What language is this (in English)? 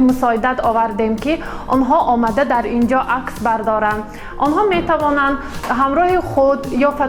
Tajik